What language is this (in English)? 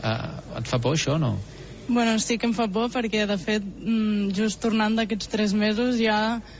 Catalan